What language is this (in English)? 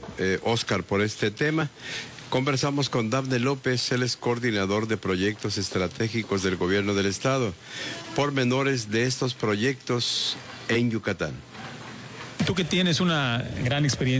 Spanish